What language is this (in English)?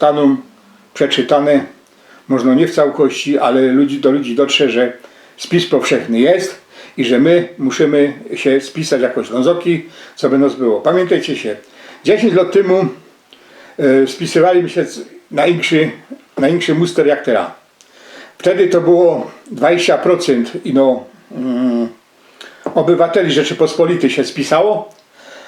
Silesian